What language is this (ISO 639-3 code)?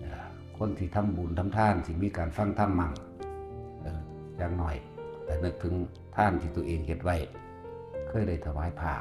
tts